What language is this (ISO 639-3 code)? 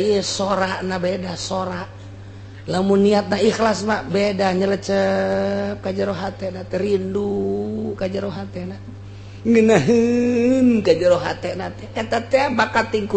sun